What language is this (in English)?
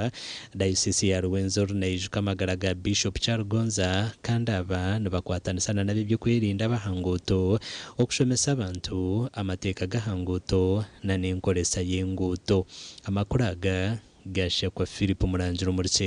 Nyankole